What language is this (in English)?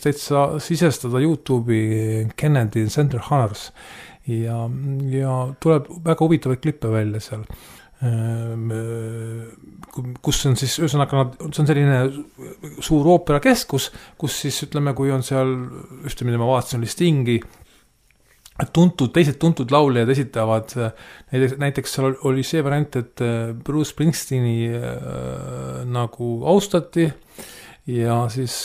Estonian